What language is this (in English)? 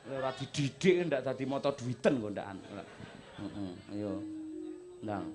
Javanese